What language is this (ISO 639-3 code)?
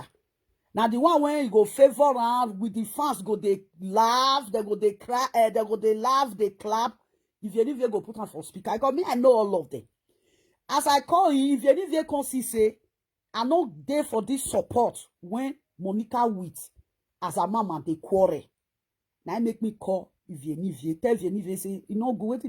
pcm